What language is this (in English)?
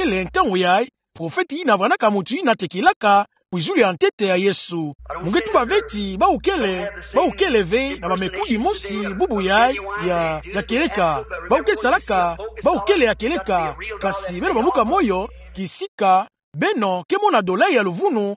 Kituba (Democratic Republic of Congo)